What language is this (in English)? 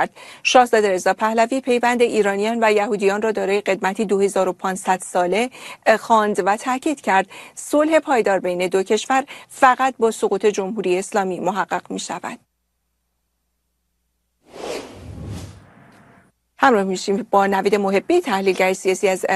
Persian